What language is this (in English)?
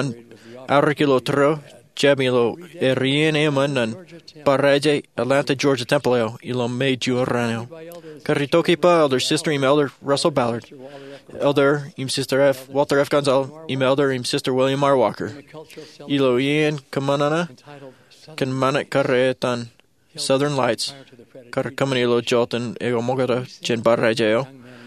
Marshallese